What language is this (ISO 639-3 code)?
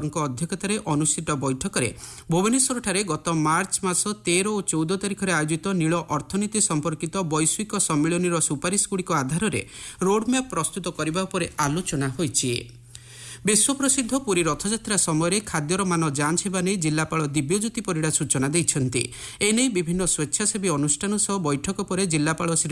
ori